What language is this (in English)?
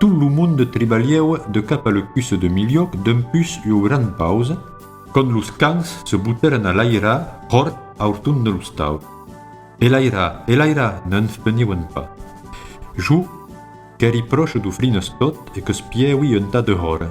Occitan